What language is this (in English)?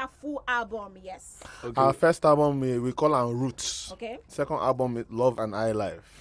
Nigerian Pidgin